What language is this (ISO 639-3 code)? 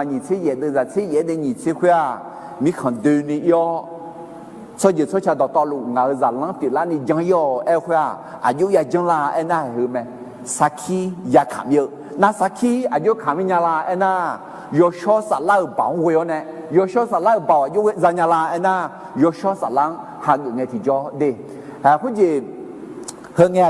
ahk